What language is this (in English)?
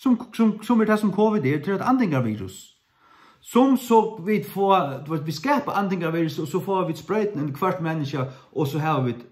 Faroese